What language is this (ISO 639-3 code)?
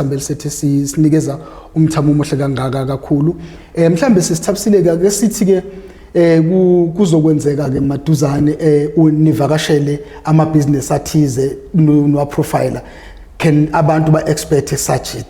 zul